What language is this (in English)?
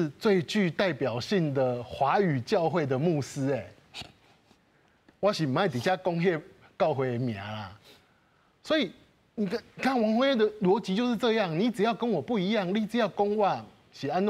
Min Nan Chinese